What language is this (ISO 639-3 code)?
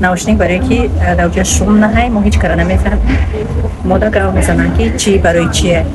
tgk